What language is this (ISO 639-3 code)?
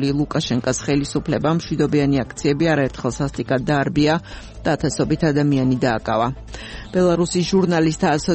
kat